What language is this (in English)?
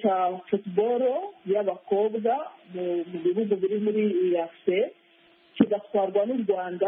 Kinyarwanda